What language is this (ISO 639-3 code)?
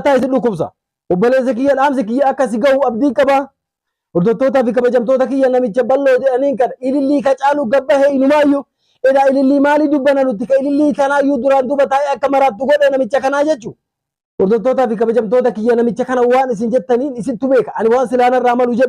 orm